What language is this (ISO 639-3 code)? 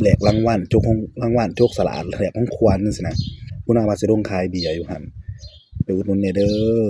tts